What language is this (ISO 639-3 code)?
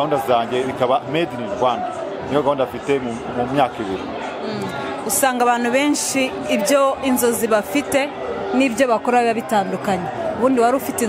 kin